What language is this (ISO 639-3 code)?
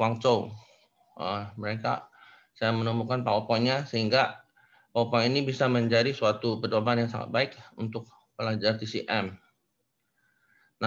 ind